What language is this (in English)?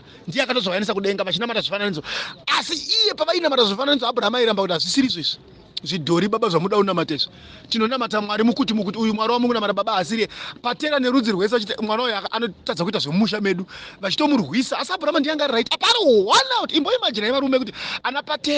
Shona